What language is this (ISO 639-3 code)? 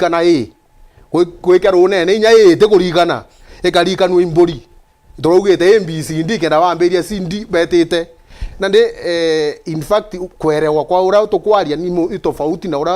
mer